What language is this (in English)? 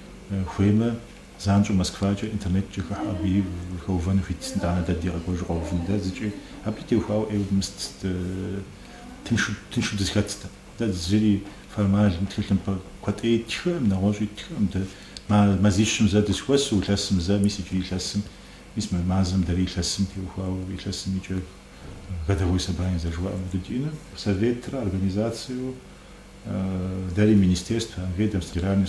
Kabardian